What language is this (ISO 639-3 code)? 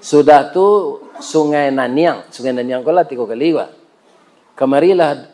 min